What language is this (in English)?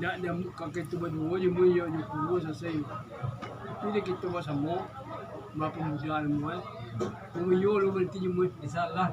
Minangkabau